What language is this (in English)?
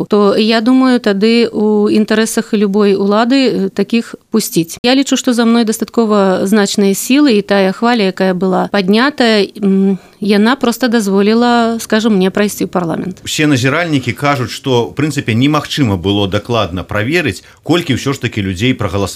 Belarusian